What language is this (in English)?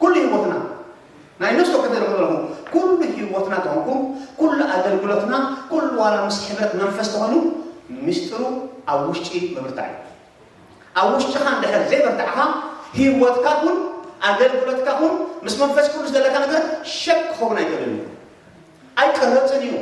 Tigrinya